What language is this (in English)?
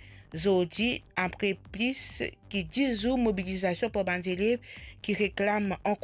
Morisyen